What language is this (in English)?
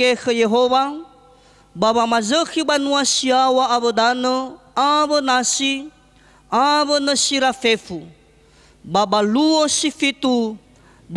Nias